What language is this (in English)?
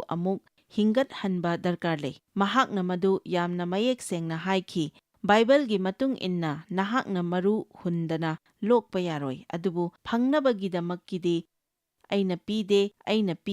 Manipuri